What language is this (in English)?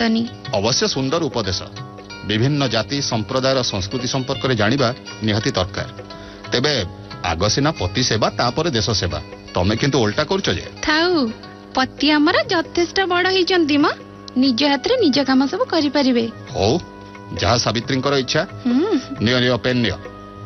Odia